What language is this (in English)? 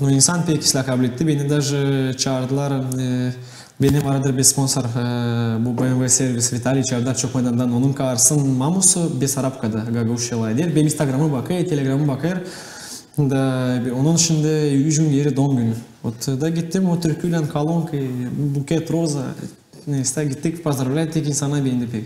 Gagauz